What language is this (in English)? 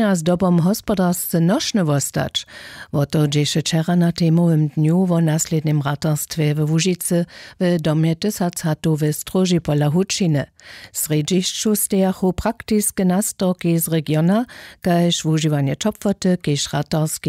Upper Sorbian